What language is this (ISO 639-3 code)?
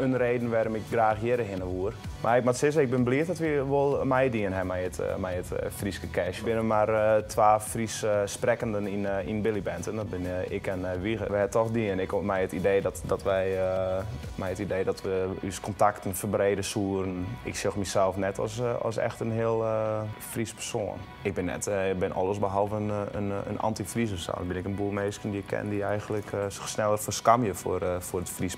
fry